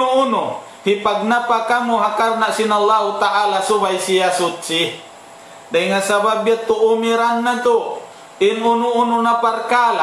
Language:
Tausug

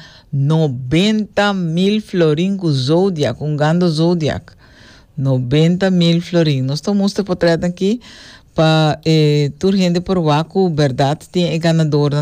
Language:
Papiamento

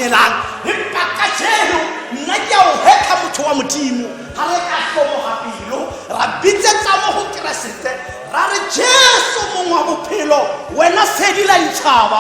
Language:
Tswana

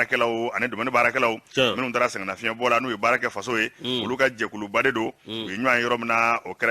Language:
Bambara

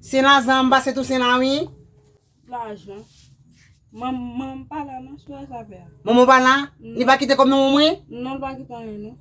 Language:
Haitian Creole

